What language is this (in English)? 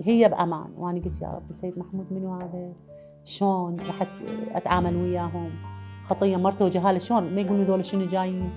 Mesopotamian Arabic